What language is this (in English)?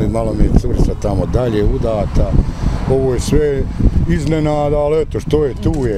Bosnian